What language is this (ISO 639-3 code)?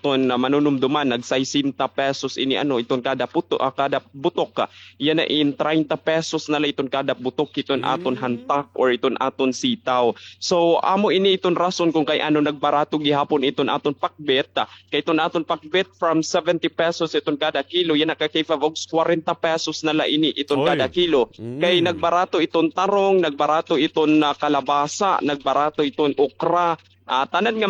war